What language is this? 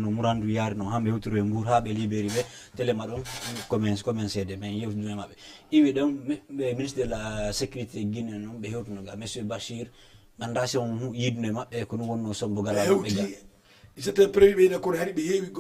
Fula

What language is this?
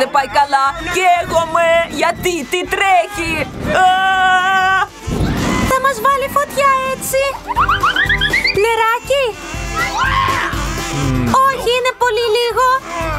Greek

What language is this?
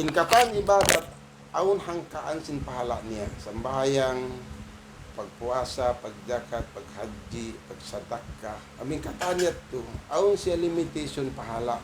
Tausug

